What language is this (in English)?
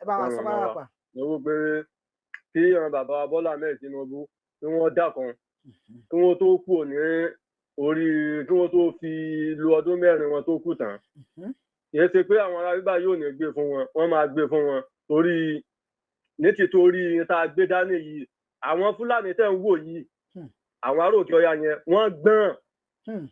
Yoruba